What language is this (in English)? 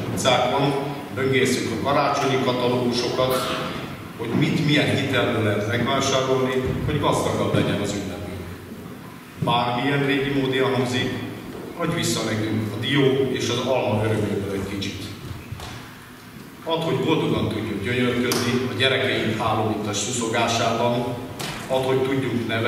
Hungarian